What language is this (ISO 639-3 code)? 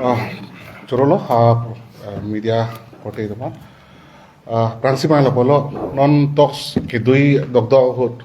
mjw